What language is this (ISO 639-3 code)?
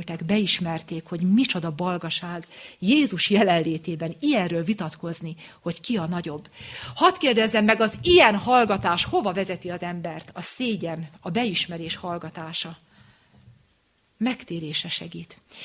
hun